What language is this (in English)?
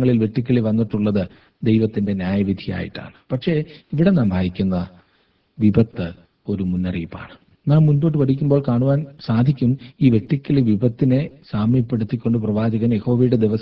Malayalam